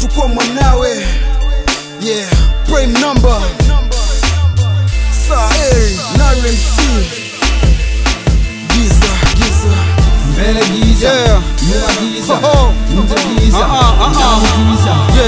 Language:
Swahili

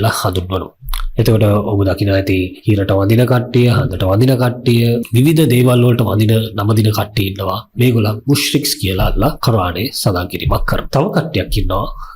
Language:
Sinhala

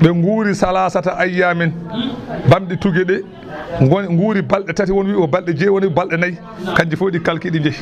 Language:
Fula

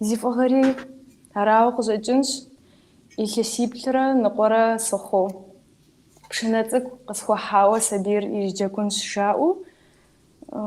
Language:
Kabardian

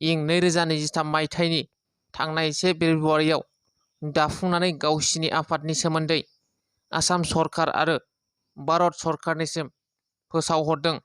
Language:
Bodo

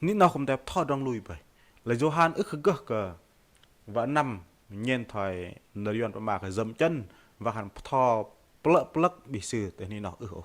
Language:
Bahnar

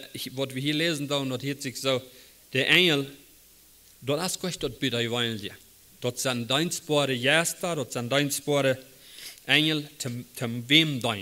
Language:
Plautdietsch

